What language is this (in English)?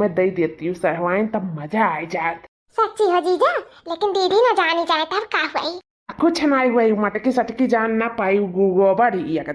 Awadhi